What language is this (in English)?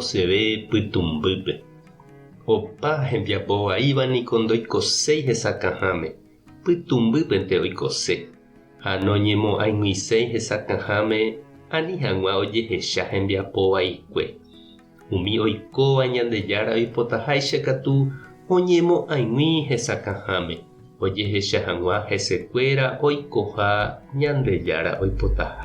Guarani